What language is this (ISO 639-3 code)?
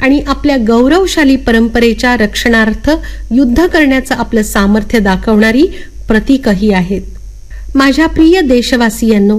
mar